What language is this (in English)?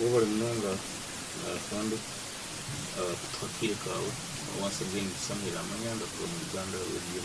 Nyankole